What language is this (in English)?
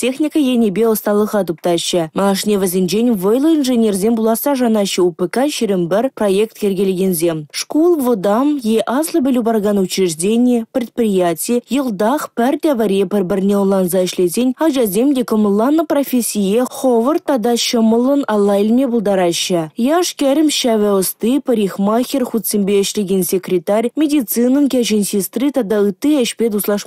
Chuvash